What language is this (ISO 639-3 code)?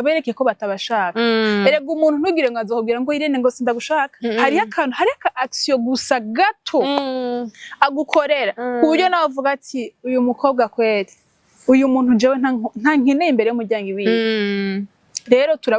run